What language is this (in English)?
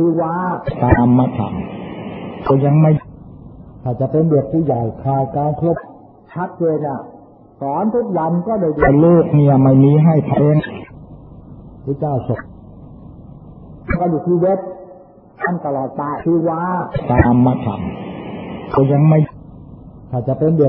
Thai